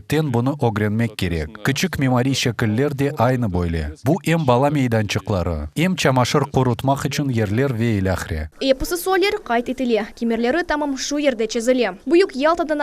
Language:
Crimean Tatar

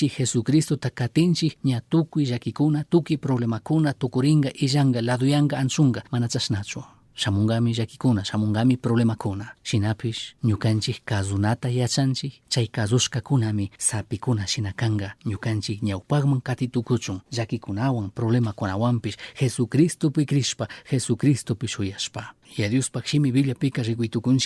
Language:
Chimborazo Highland Quichua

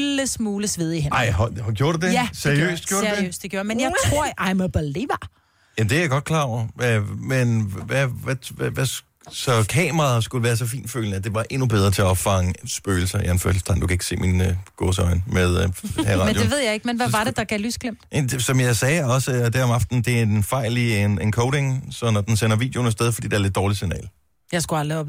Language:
Danish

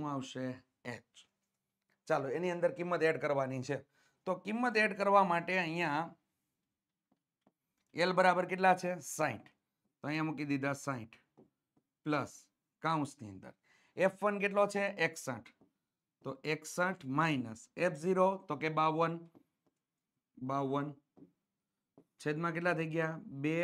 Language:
Gujarati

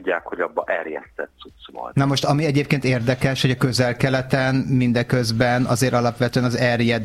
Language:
Hungarian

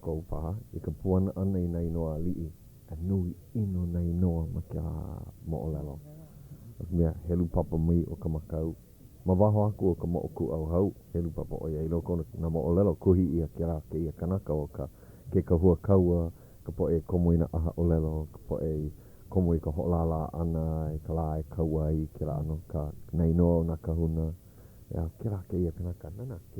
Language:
Hawaiian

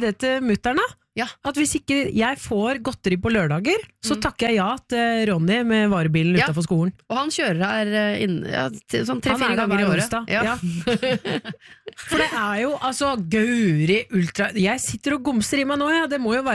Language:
Norwegian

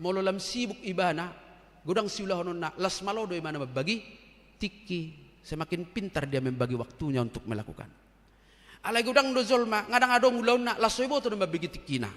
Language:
Batak Toba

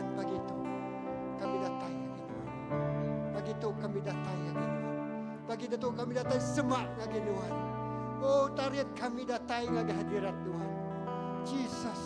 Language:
Iban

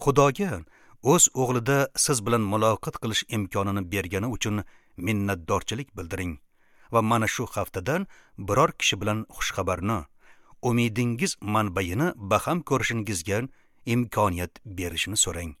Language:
Uzbek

